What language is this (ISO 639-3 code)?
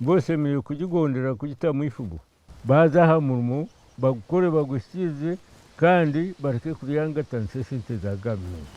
nyn